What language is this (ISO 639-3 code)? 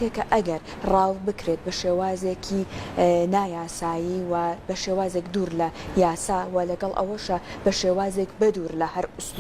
ckb